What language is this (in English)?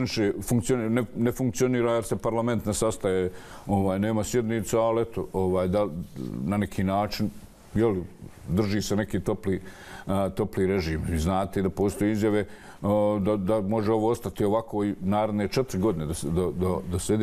Bosnian